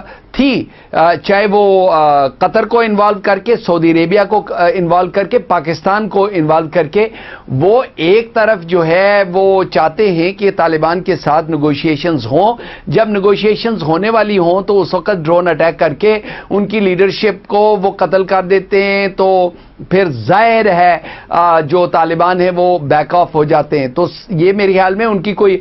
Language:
Urdu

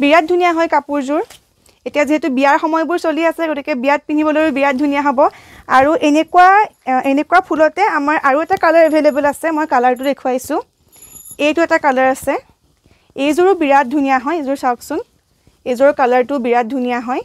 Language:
Assamese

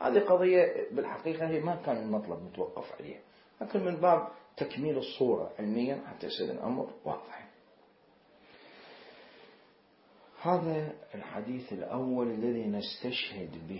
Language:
Arabic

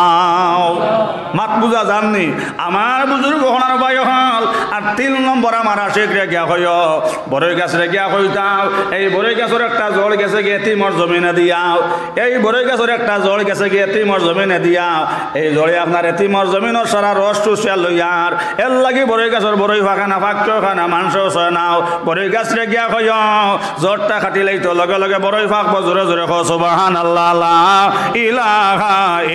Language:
Sylheti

